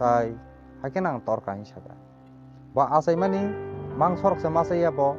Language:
Kok Borok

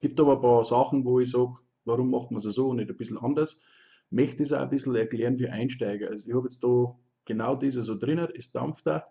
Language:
Bavarian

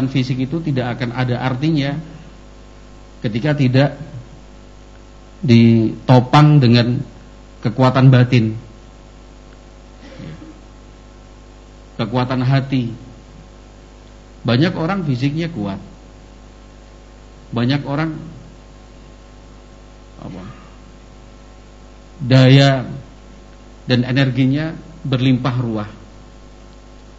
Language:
Indonesian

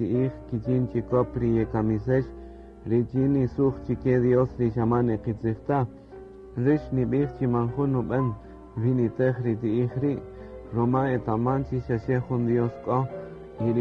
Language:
Kaqchikel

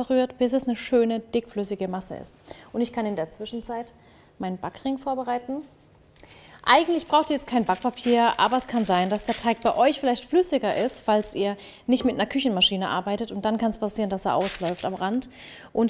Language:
German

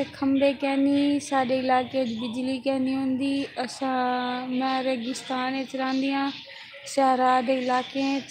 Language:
Saraiki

